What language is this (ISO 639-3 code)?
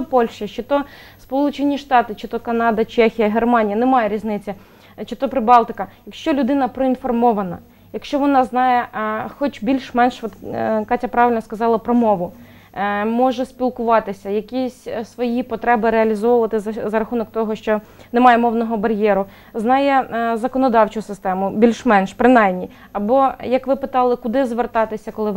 ukr